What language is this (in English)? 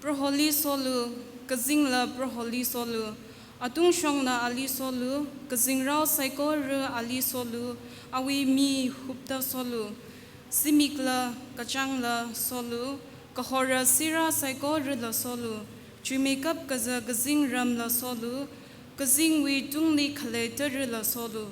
Tangkhul Naga (India)